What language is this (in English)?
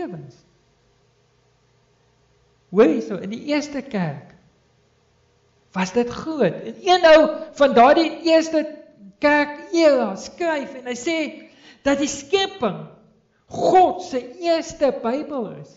Afrikaans